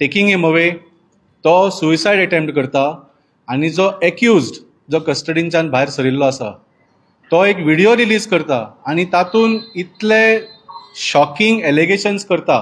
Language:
Konkani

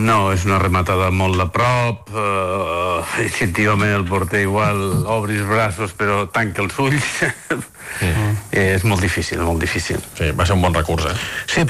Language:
Catalan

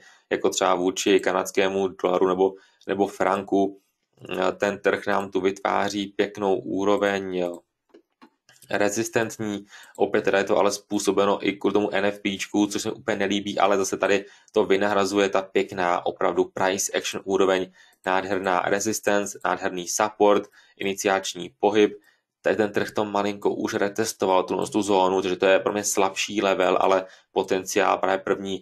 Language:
Czech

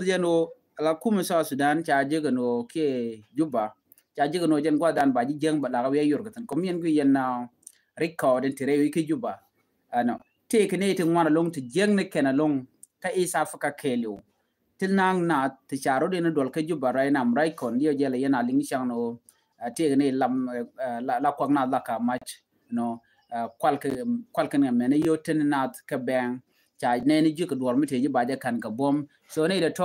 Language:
Nuer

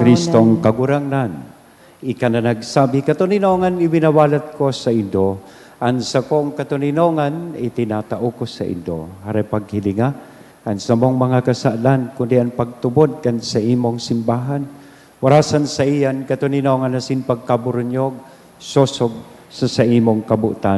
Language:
Bikol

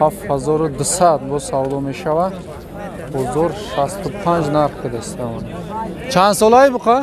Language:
Tajik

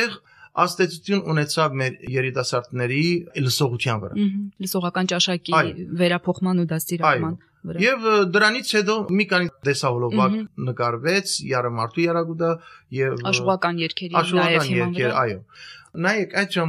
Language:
Armenian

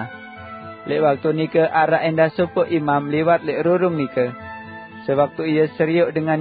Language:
Sasak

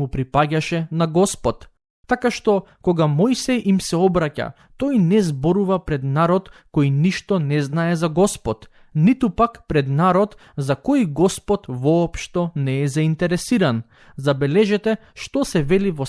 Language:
Macedonian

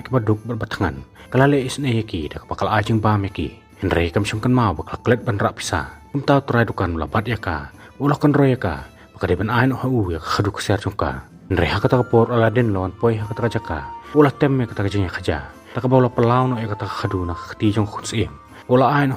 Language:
Khasi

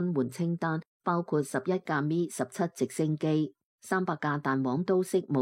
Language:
Cantonese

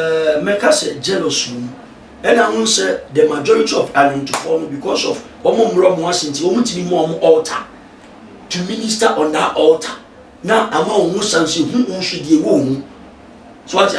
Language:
Akan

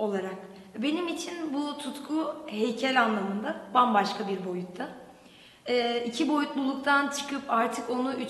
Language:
Turkish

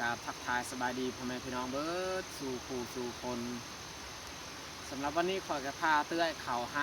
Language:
Lao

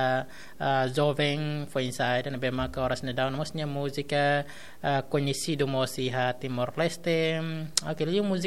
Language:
Tetum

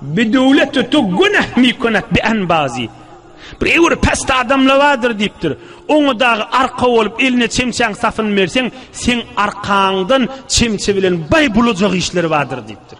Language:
Turkmen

